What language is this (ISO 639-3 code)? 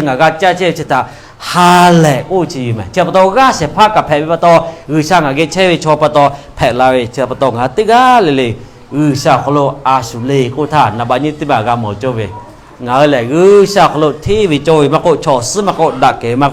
lhu